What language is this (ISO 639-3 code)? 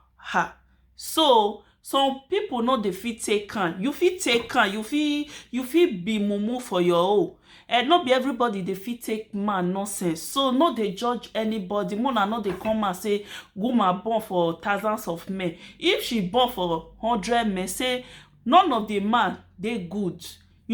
pcm